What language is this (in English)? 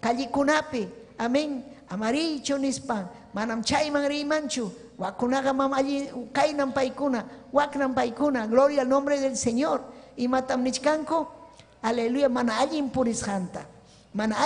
Ayacucho Quechua